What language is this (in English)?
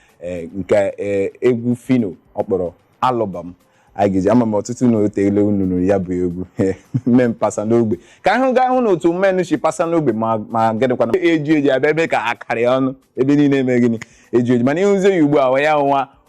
Igbo